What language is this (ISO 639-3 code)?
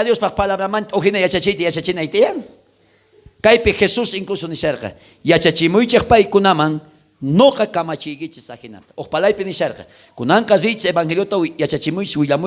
quh